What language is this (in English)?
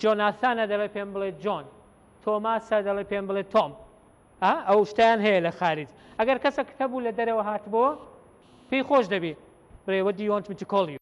Central Kurdish